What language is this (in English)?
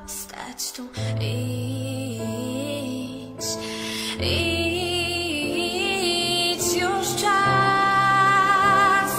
Polish